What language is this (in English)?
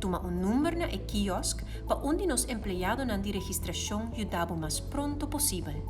Papiamento